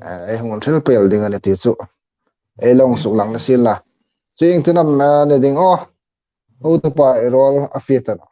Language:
Hmar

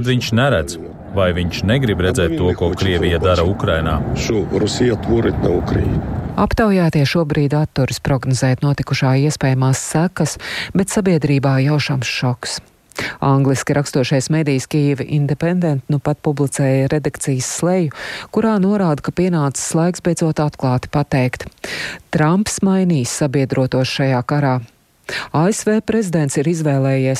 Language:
Latvian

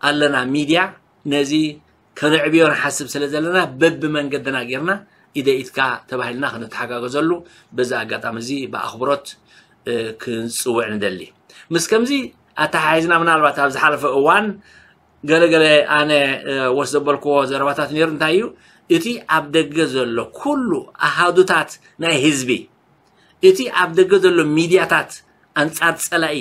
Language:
Tigrinya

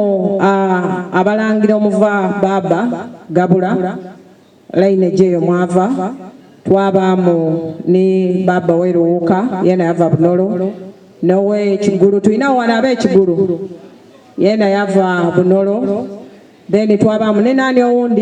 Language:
Soga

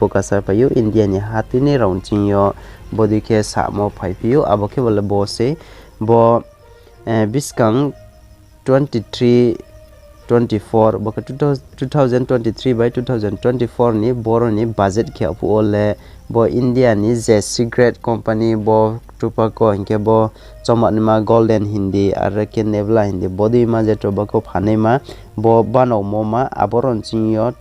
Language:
Riang (India)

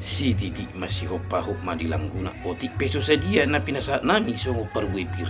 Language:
Batak Toba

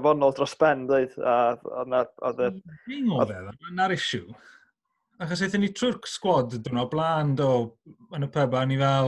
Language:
Welsh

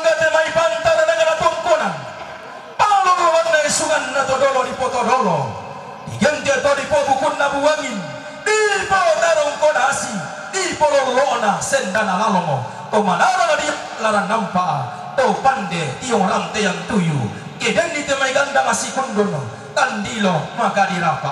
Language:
Toraja-Sa'dan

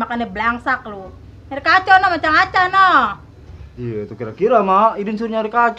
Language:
Betawi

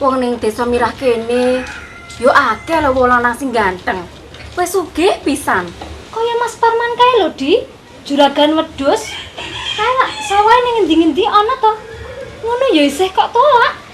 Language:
Javanese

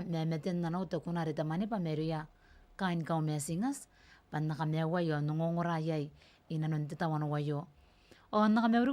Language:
Gilbertese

